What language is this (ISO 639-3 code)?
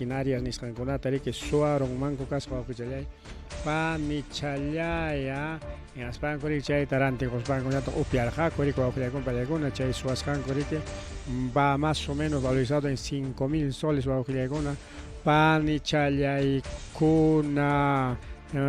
quy